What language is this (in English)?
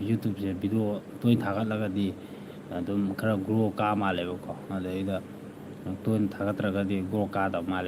Manipuri